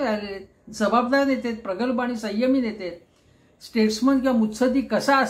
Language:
Marathi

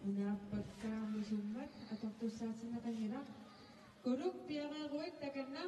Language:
Kalaallisut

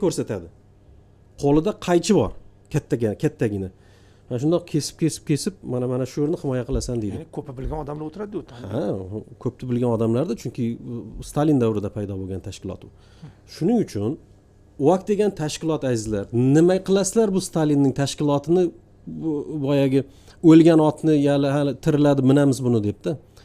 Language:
Uzbek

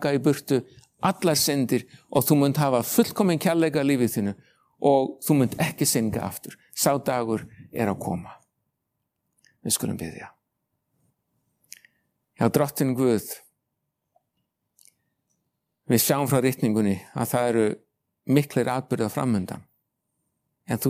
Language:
Icelandic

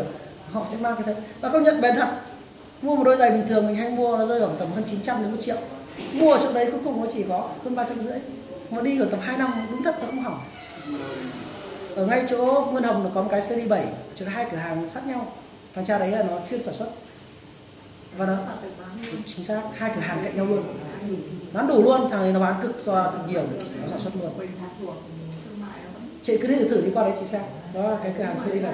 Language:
Vietnamese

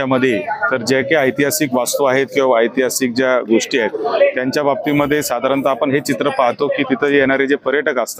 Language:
Marathi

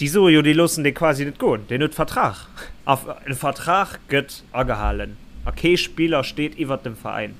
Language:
Luxembourgish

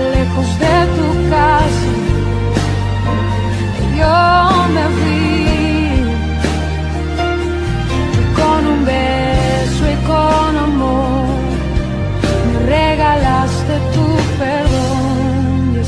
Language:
Spanish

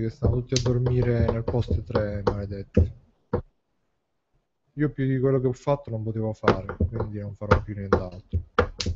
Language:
Italian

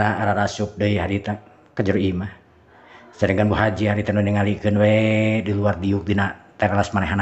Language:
Sundanese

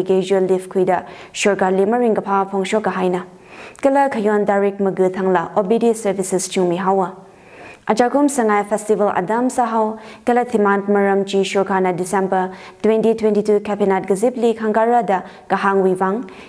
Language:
Tangkhul Naga (India)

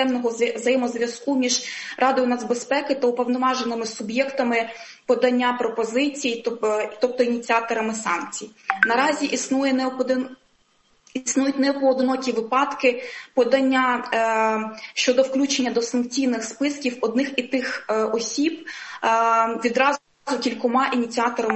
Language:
Ukrainian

